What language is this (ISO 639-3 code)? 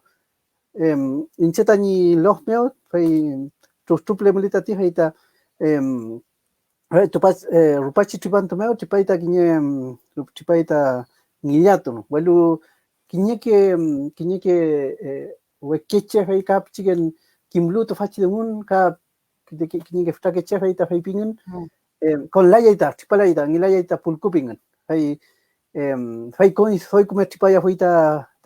arn